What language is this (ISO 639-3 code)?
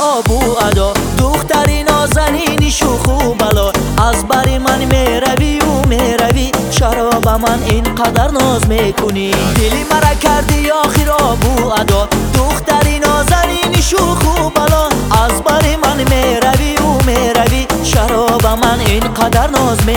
fas